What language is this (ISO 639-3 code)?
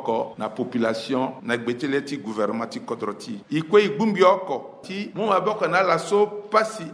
sag